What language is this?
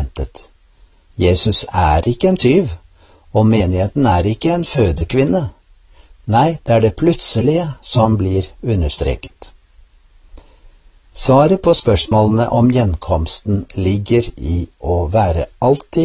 Norwegian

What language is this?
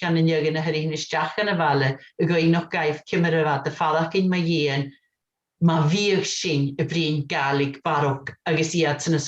Scottish Gaelic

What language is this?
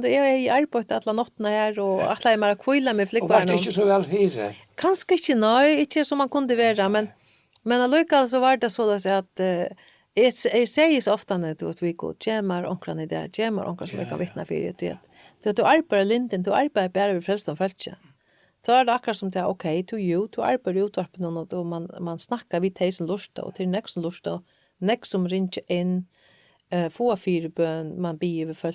Faroese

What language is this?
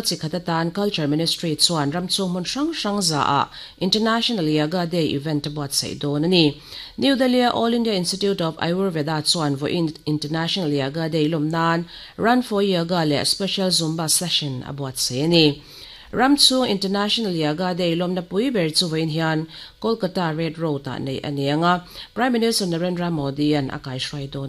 Mizo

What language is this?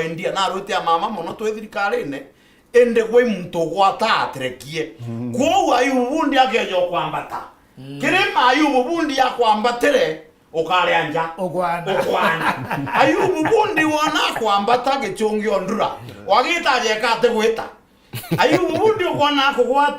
Meru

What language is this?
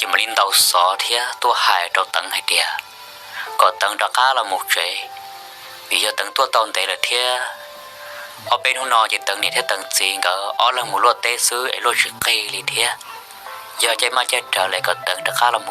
Hmong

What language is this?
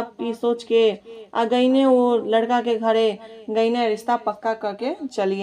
Bhojpuri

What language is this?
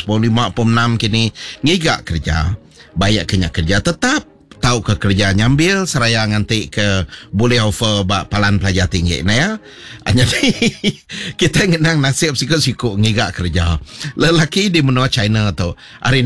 Iban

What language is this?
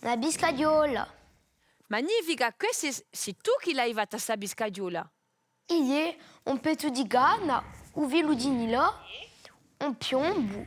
Corsican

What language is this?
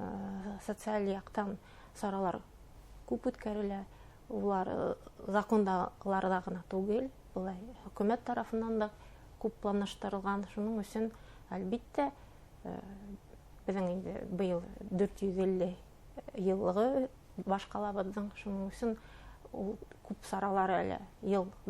Bashkir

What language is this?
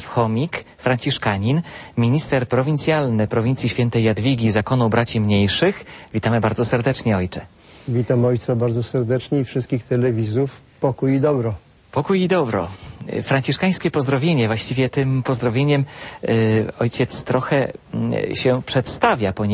Polish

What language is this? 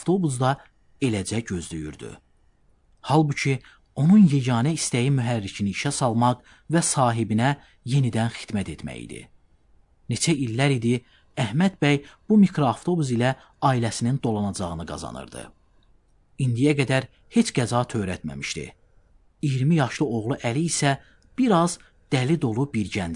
Azerbaijani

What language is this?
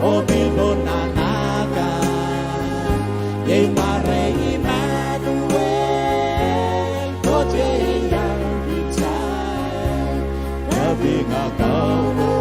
Pohnpeian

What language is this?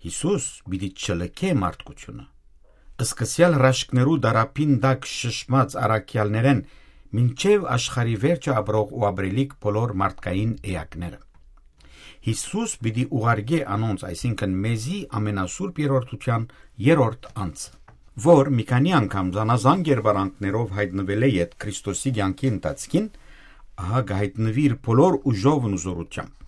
Western Armenian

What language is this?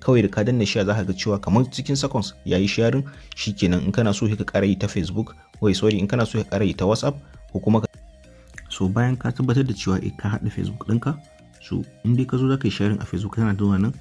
Hausa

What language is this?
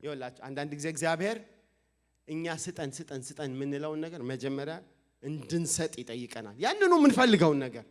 Amharic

